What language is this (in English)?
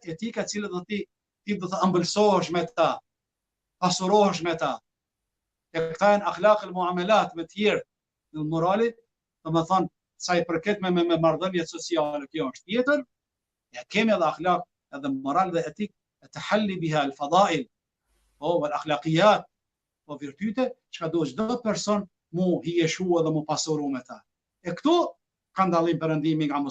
Albanian